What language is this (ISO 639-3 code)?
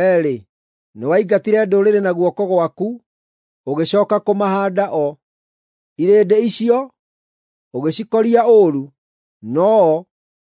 kik